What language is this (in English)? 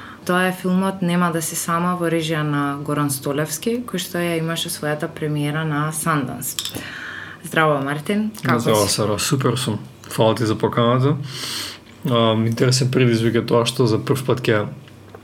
Macedonian